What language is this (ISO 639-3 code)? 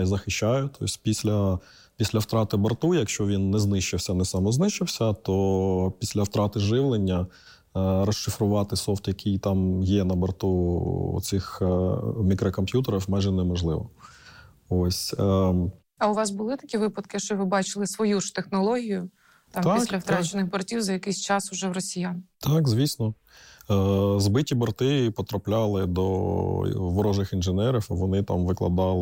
ukr